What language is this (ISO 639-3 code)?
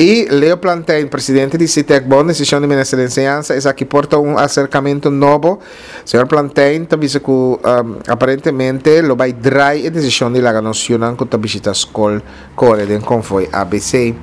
pap